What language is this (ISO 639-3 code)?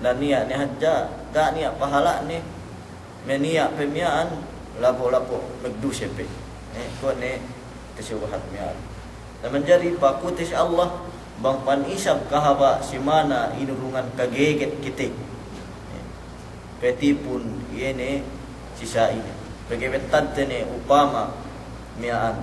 yka